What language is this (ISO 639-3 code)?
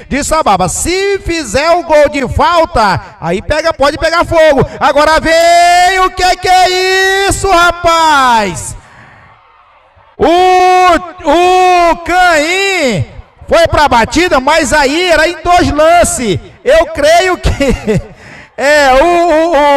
por